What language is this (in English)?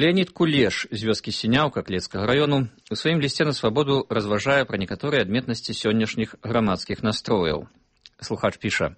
Belarusian